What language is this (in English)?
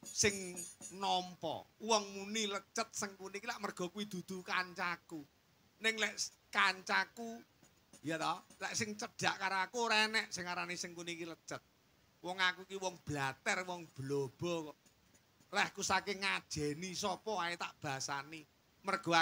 Javanese